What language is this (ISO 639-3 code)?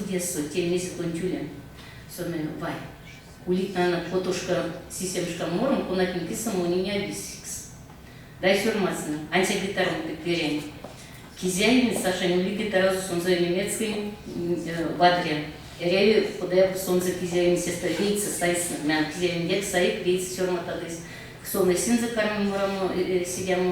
myv